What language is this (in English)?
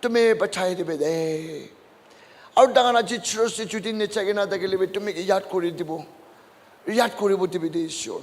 Naga Pidgin